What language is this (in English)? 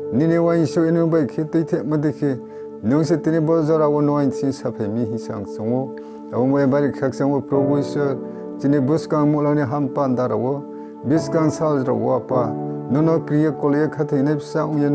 Riang (India)